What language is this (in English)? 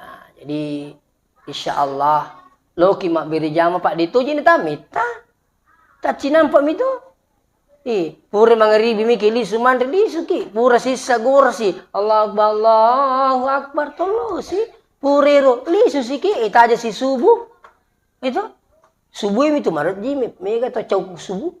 Buginese